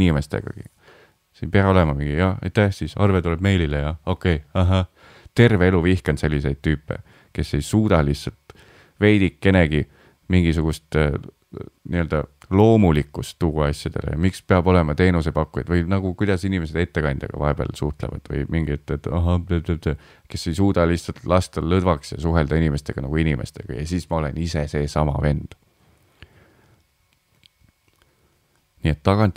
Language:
Estonian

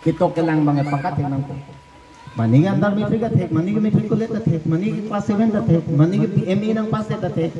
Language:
Karbi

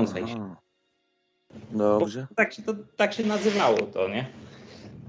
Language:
Polish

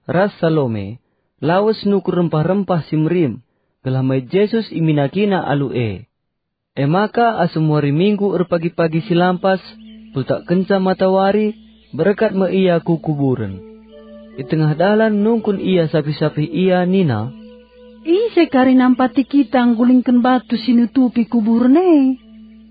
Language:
Batak Karo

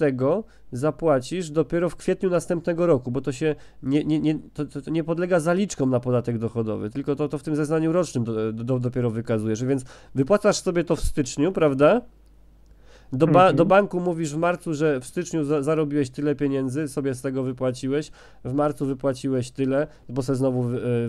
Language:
Polish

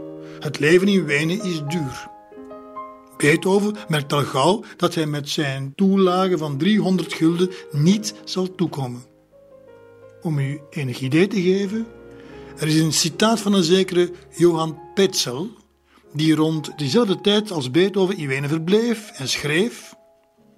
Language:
Dutch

